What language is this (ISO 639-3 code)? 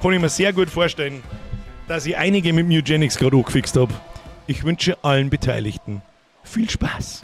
bar